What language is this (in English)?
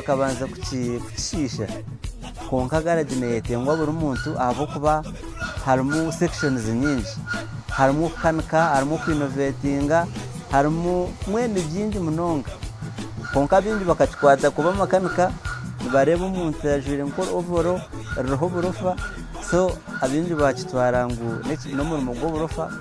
Nyankole